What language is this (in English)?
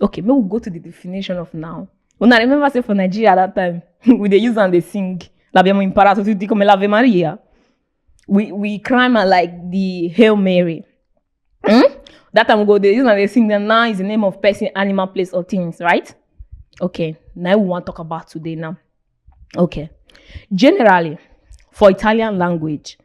Nigerian Pidgin